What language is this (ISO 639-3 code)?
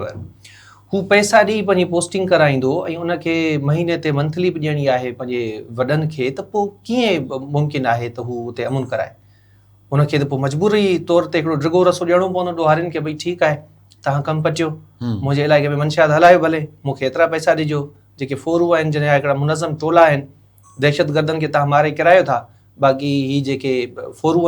snd